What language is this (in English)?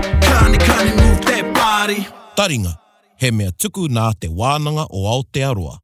Māori